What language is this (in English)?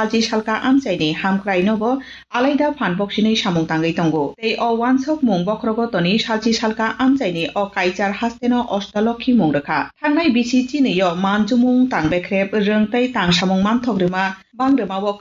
Kok Borok